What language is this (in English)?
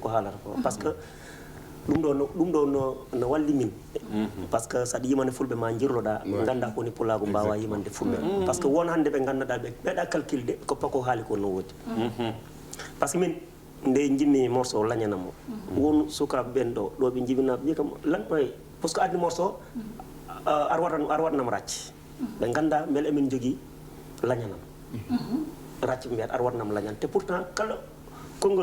Fula